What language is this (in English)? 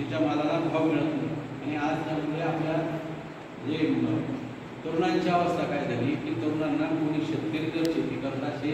Marathi